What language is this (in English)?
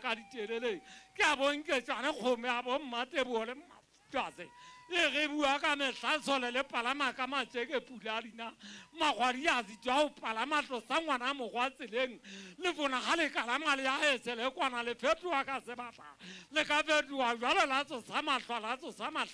Southern Sotho